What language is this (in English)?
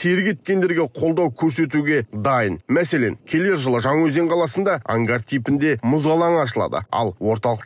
Kazakh